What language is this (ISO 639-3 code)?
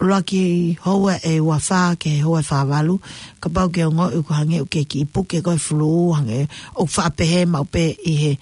ton